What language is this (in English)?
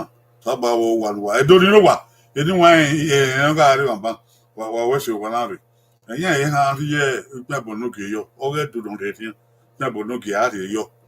Bini